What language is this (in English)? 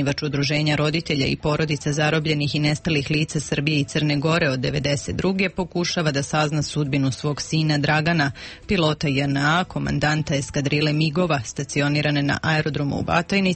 Serbian